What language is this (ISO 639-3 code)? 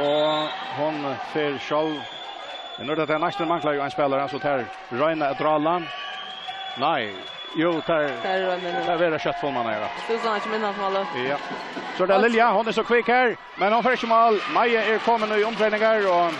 fao